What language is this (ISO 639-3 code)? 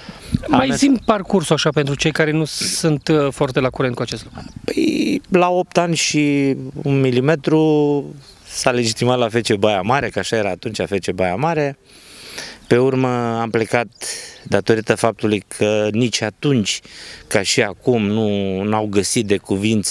ron